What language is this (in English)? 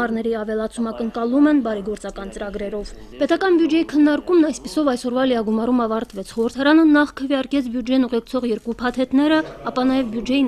Armenian